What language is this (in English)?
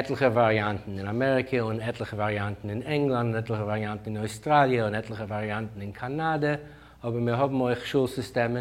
Yiddish